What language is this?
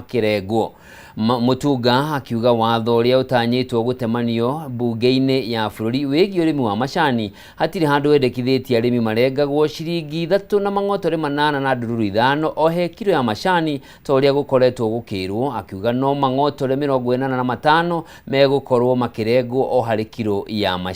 Kikuyu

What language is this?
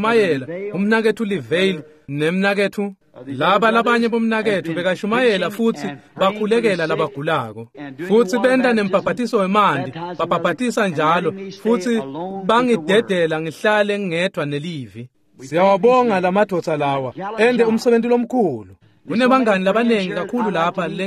Swati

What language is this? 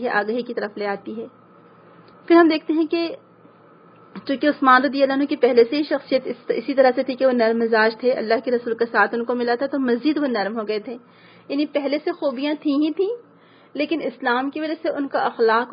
Urdu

